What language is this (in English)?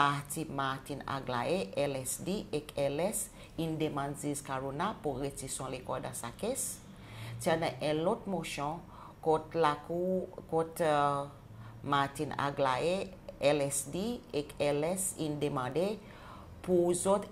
Seselwa Creole French